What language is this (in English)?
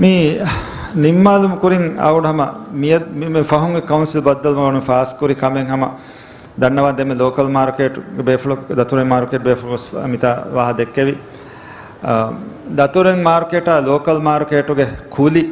Divehi